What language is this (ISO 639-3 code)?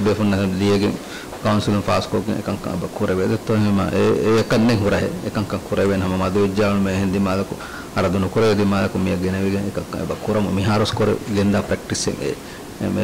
div